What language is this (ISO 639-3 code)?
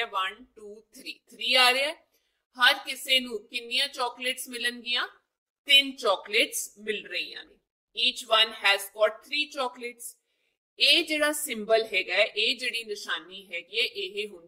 pan